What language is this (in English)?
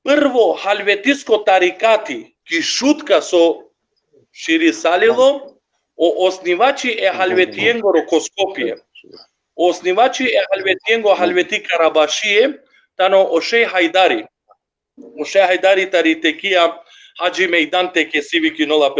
Balkan Romani